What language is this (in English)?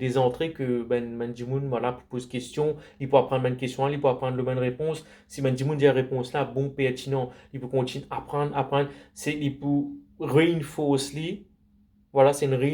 Morisyen